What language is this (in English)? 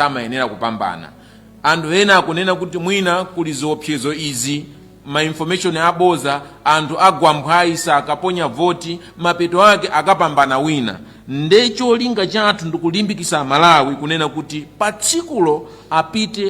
Nyanja